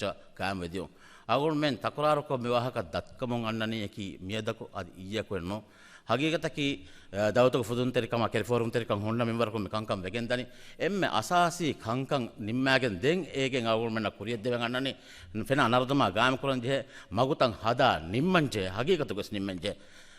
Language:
Divehi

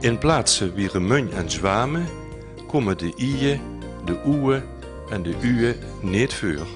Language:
Limburgish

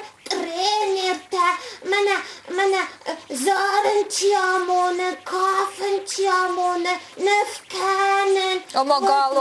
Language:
Ossetic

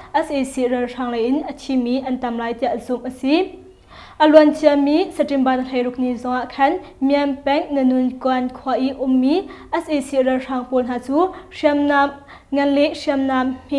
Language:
Hakha Chin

